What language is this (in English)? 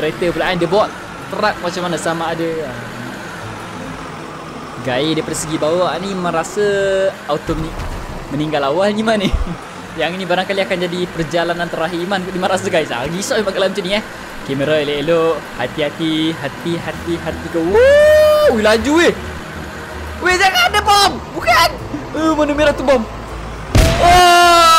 Malay